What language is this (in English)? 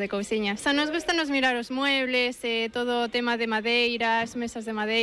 Galician